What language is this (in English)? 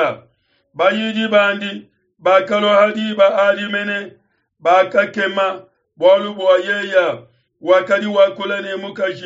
Luba-Lulua